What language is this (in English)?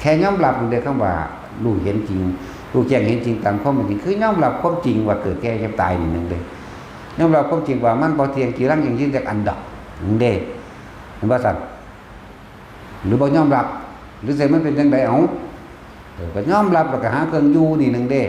Northeastern Thai